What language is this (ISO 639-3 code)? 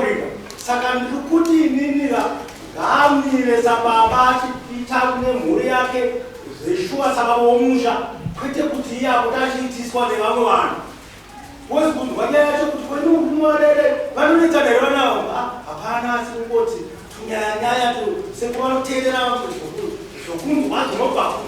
sna